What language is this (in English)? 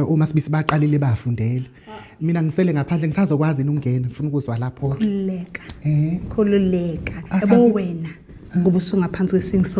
Zulu